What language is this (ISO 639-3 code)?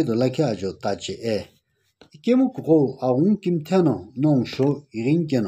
nsm